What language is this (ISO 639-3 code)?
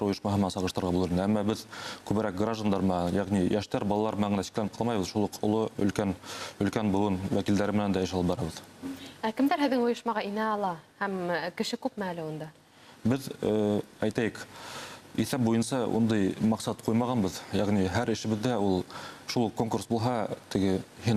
bak